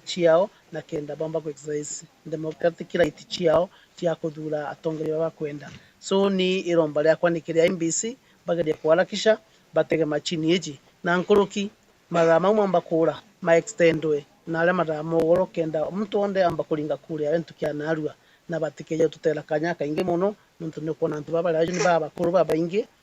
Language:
Meru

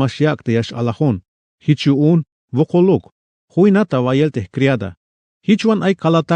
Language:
Tzeltal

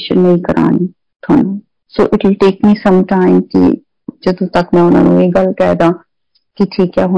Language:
Punjabi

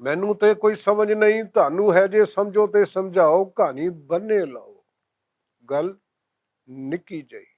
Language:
Western Panjabi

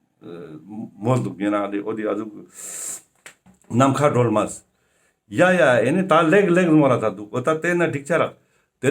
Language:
Ladakhi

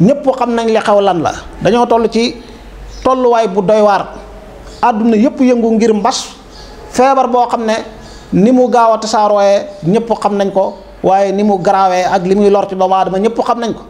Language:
Wolof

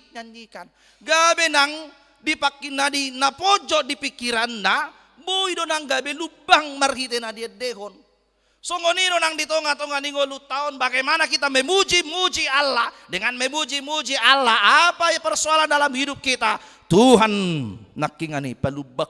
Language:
Batak Toba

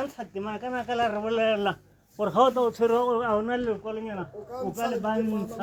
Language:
Tswana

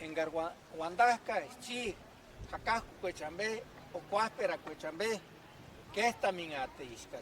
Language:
Purepecha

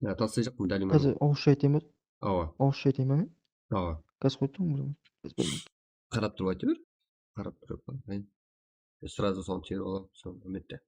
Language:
Kara-Kalpak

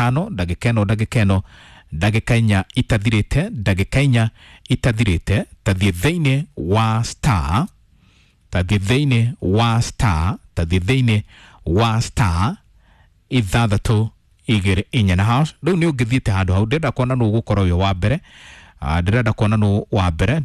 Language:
Kikuyu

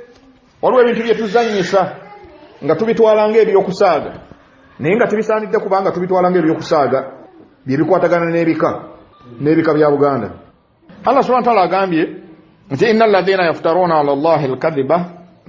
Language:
Ganda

